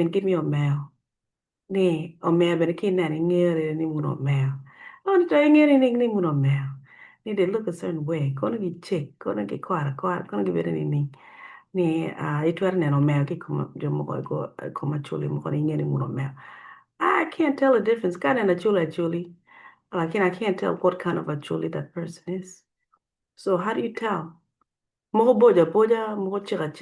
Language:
Acoli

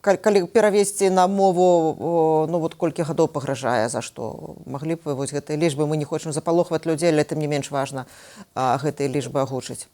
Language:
Belarusian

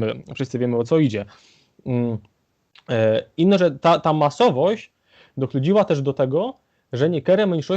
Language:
Silesian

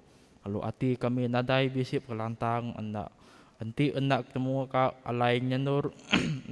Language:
Iban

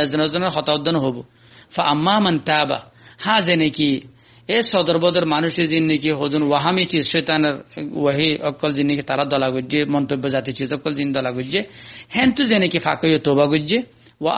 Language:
Rohingya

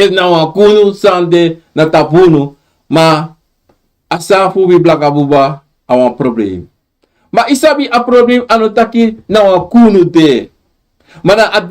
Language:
Sranan Tongo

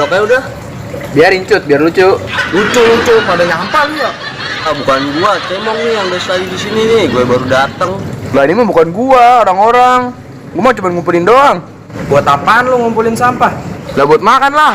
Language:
Betawi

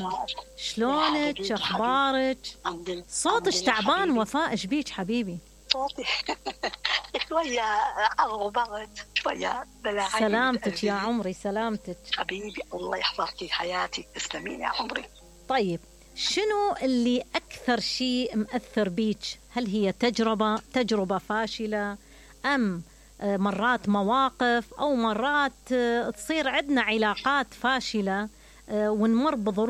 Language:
Mesopotamian Arabic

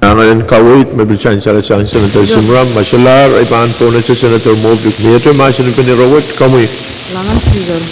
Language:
Pohnpeian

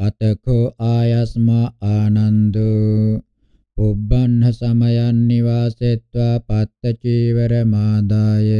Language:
Pali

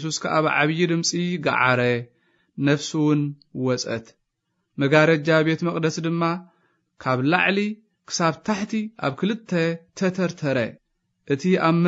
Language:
Tigrinya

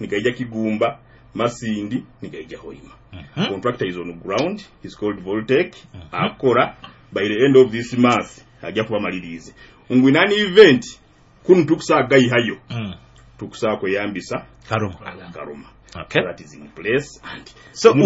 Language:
Nyoro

